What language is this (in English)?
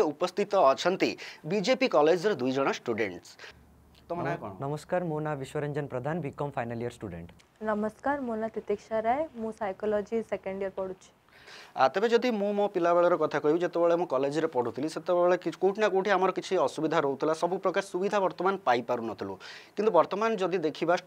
Odia